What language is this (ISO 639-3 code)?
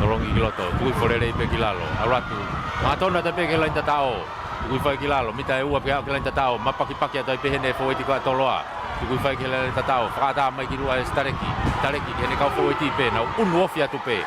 ton